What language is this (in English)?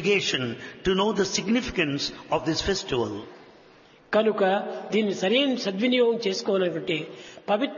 Telugu